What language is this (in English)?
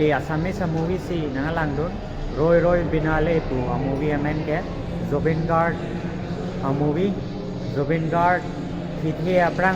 Karbi